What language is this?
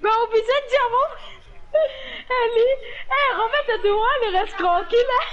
Morisyen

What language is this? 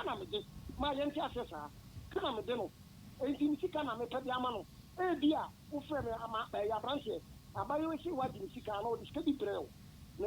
Akan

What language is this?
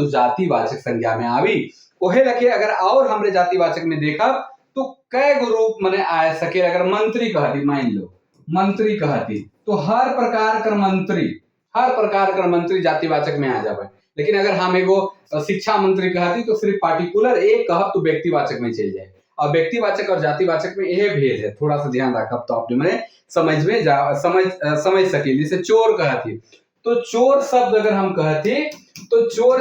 Sadri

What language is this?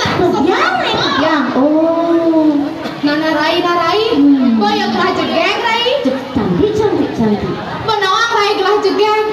Balinese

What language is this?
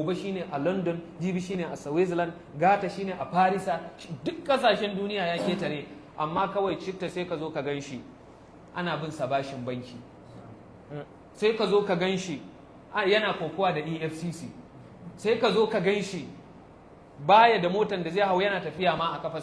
Hausa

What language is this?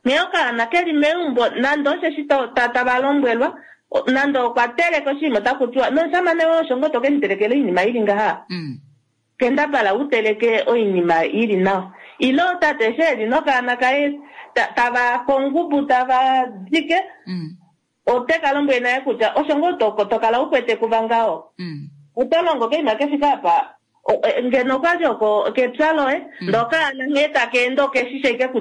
Kuanyama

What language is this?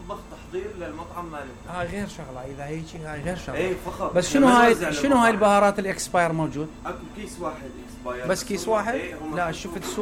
Mesopotamian Arabic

